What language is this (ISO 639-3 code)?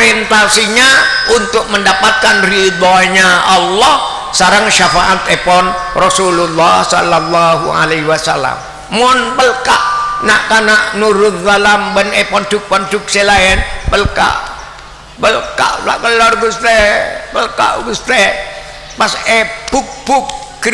mad